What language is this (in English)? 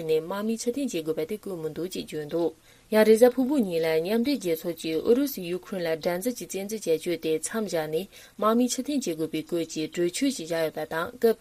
Tibetan